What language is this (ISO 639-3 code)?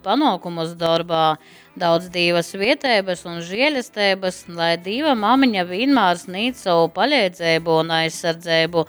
ltg